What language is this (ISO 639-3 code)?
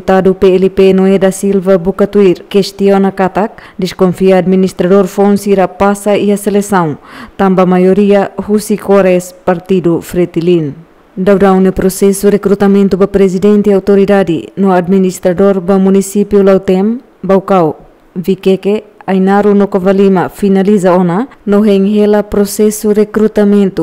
tet